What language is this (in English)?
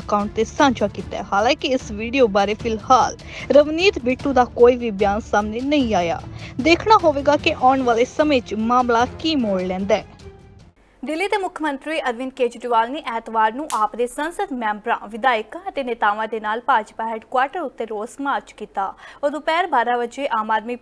Punjabi